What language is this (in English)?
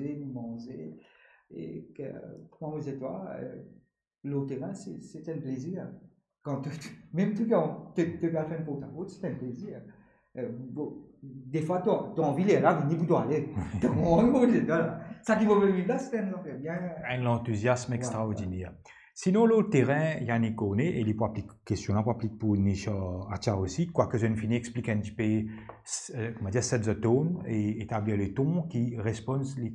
Morisyen